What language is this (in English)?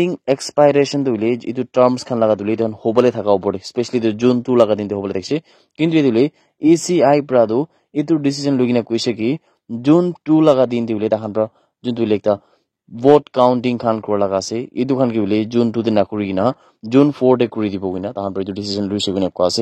Naga Pidgin